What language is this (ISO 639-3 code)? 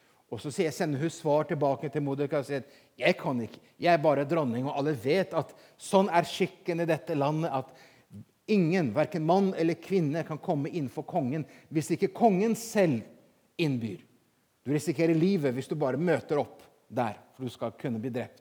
nor